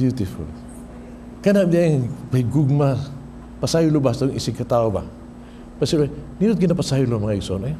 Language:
Cebuano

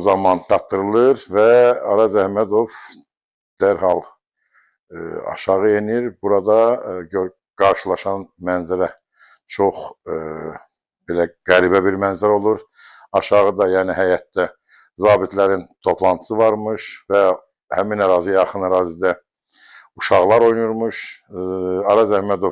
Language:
Azerbaijani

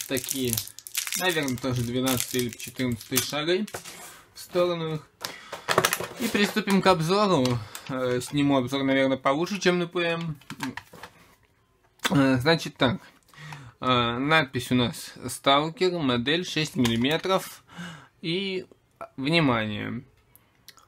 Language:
Russian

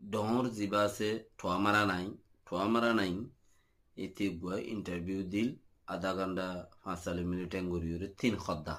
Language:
Rohingya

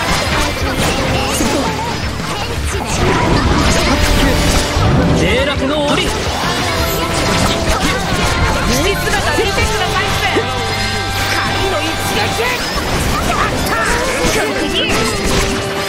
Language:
Japanese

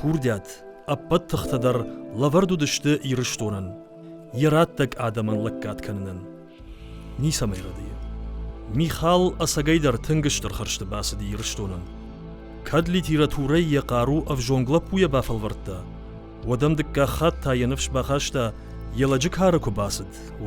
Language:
Ossetic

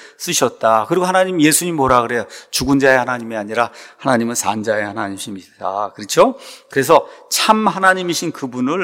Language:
Korean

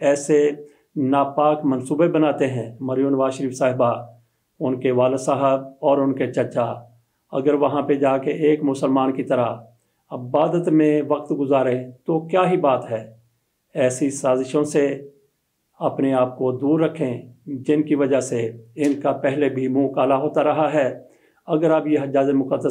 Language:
Urdu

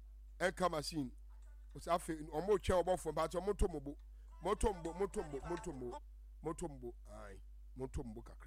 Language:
Akan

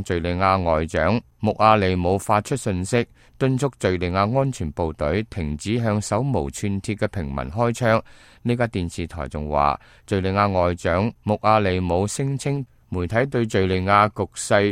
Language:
Cantonese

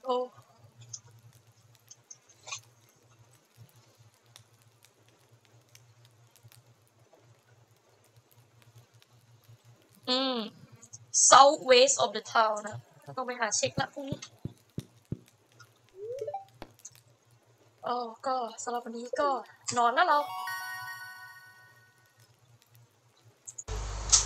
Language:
Thai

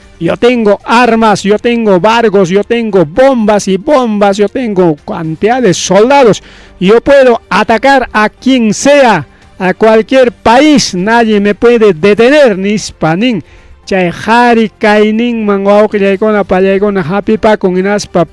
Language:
Ayacucho Quechua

